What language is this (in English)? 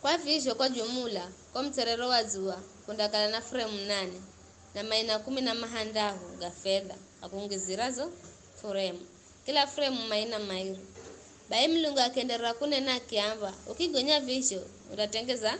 Giryama